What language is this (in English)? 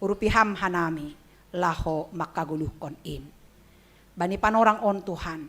Batak Simalungun